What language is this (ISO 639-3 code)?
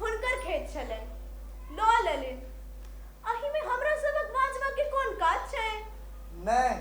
mai